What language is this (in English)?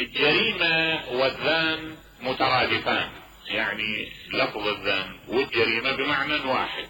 Mesopotamian Arabic